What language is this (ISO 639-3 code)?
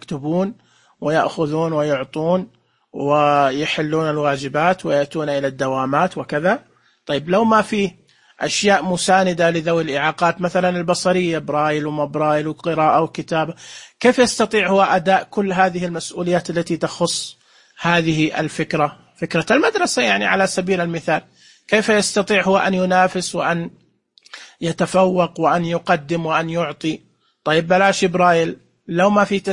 ars